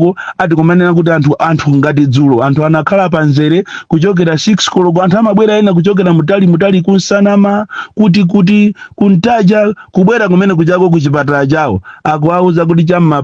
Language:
Nyanja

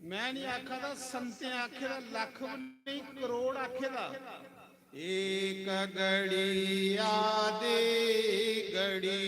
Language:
Dogri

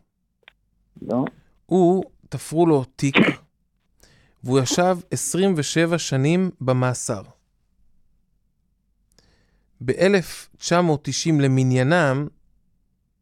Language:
Hebrew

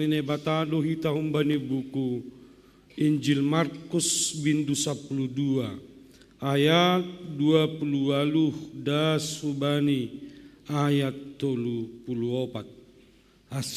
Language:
Batak Simalungun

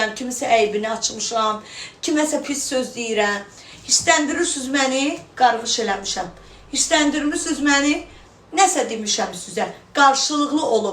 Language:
Azerbaijani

